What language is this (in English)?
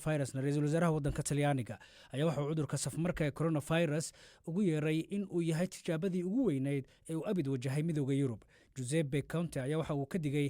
Somali